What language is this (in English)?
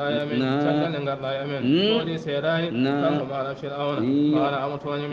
Fula